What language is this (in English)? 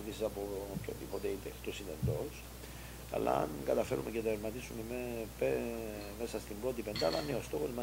Greek